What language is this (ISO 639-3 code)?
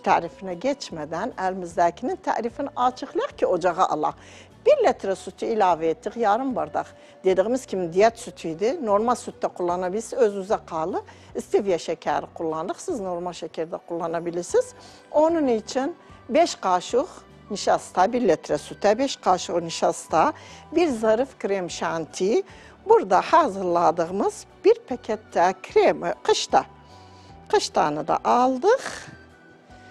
tur